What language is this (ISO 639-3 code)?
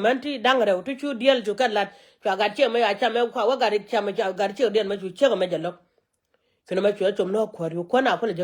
nus